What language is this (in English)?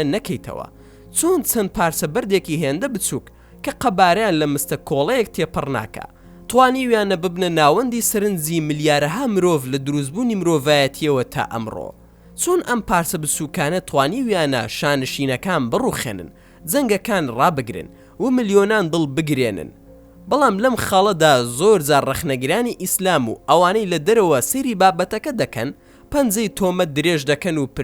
Central Kurdish